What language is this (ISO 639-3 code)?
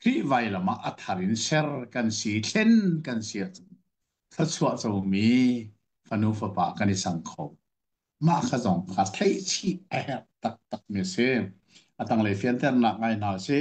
cnh